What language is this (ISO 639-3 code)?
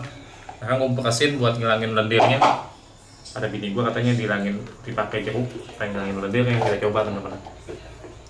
bew